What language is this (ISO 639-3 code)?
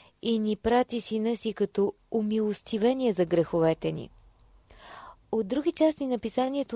bul